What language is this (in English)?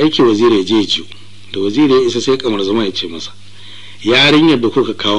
Hausa